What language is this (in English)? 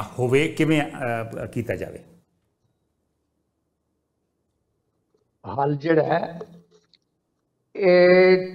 Punjabi